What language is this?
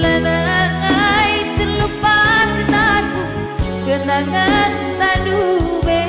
Batak Karo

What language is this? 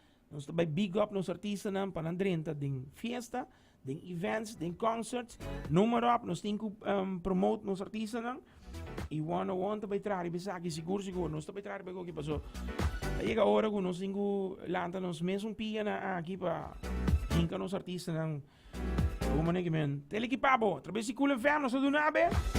Papiamento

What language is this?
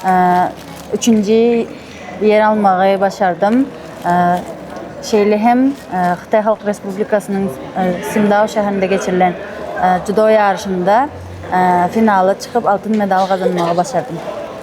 Turkmen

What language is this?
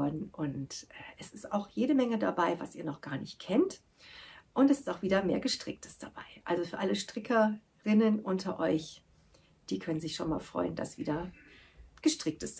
German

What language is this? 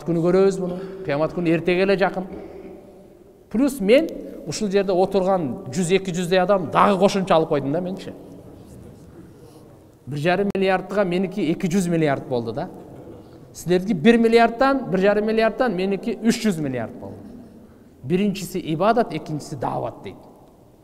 Kyrgyz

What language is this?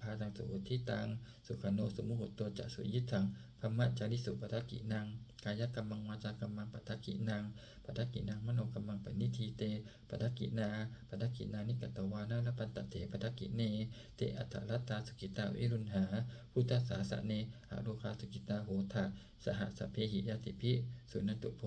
Pali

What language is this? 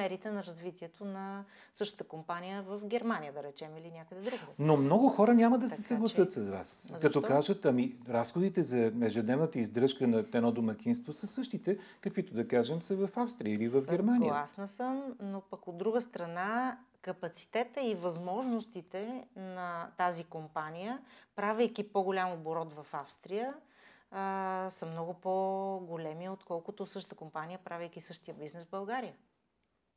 Bulgarian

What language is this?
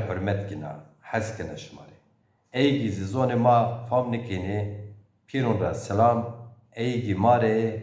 Zaza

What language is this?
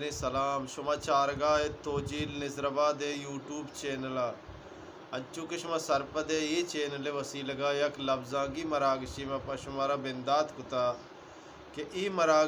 Eastern Balochi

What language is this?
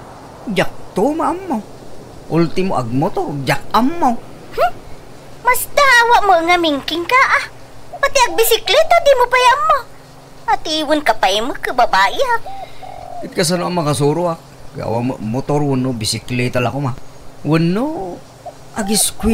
Iloko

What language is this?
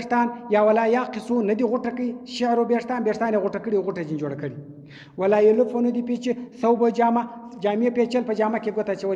Pashto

